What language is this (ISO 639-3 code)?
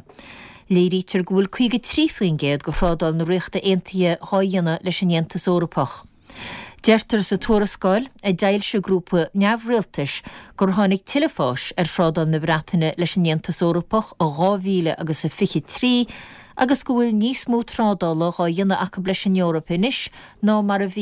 gle